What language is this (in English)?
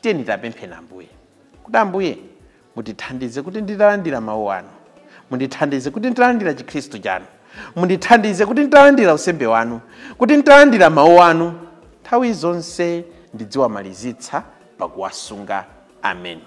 Nyanja